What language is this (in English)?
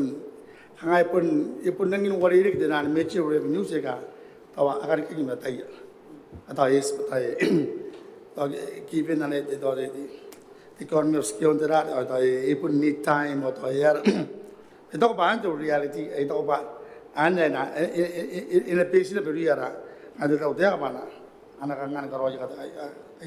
Gilbertese